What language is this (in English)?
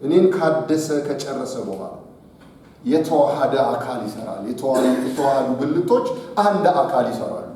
Amharic